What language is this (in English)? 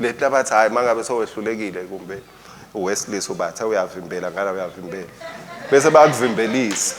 Swati